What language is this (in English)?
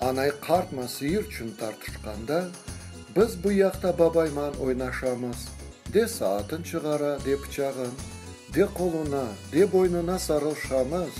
Crimean Tatar